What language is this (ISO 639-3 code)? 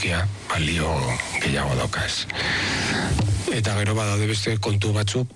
eus